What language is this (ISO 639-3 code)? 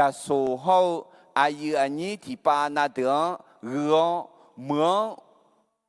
ahk